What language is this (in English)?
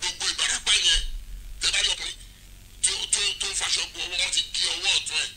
Yoruba